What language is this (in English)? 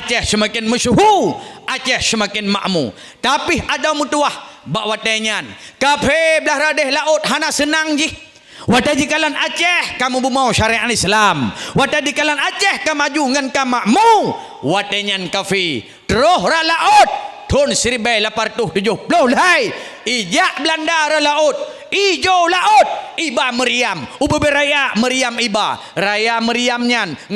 Achinese